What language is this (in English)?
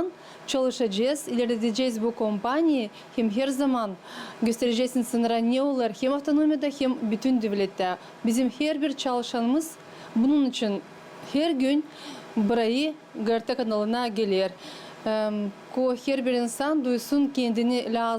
Gagauz